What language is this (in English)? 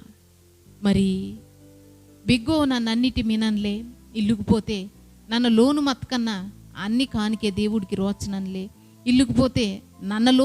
Koya